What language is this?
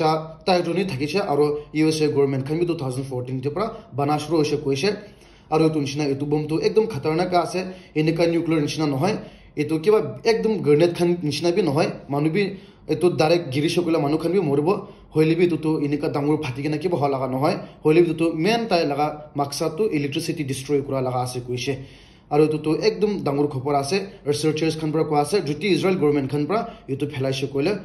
Naga Pidgin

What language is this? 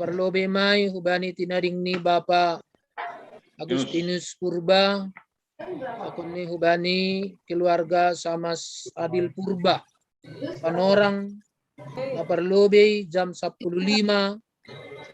Batak Simalungun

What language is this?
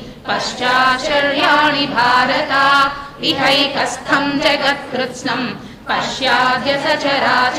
Sanskrit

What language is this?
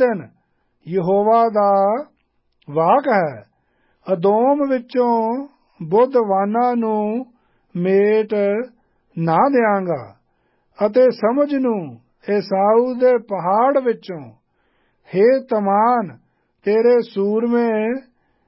Punjabi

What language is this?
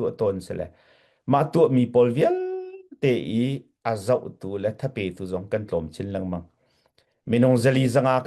Hakha Chin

